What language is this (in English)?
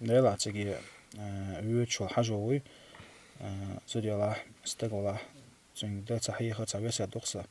Chechen